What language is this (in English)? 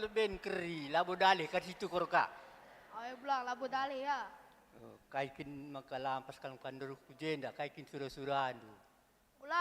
Batak Karo